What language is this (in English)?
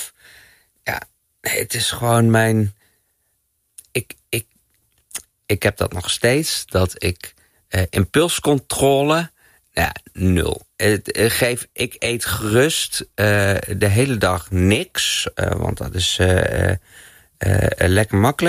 Dutch